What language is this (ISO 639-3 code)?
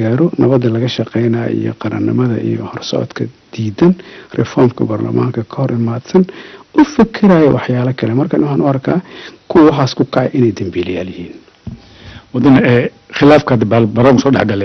som